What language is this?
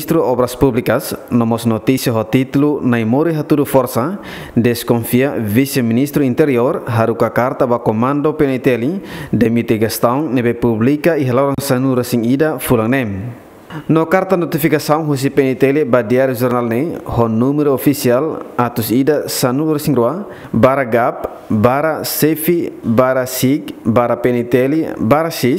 Tetum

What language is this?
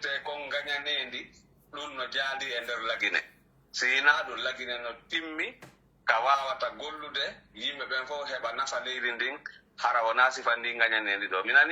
Pular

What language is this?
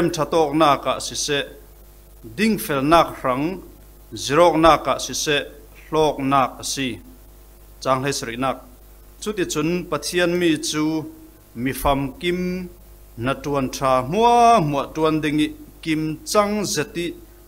Falam Chin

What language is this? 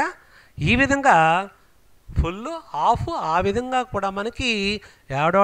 Telugu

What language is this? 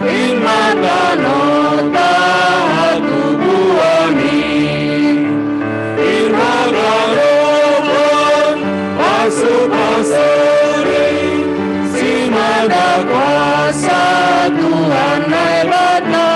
Batak Simalungun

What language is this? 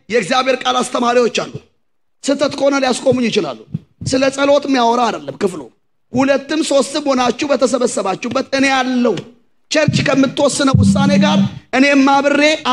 Amharic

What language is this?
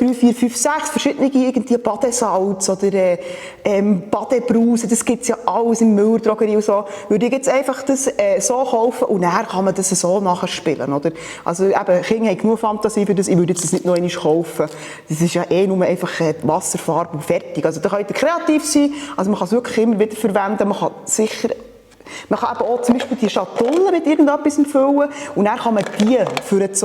Swiss German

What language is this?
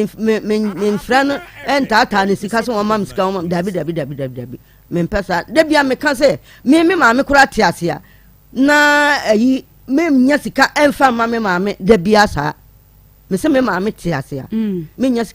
Akan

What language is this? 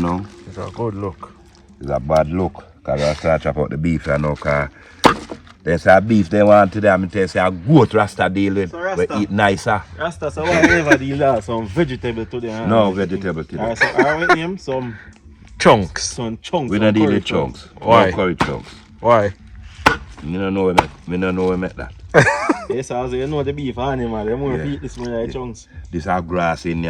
Jamaican Creole English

